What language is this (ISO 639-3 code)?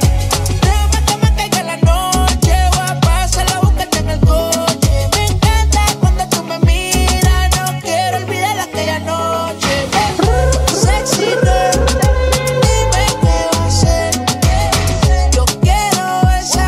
spa